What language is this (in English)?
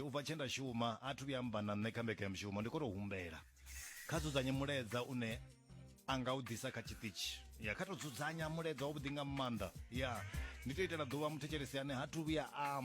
Venda